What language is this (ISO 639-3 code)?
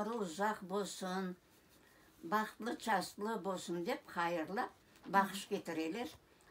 crh